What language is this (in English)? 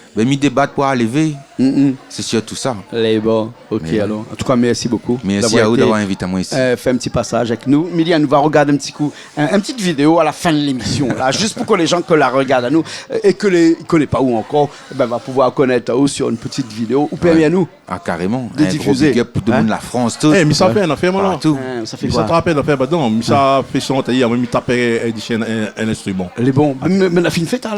Réunion Creole French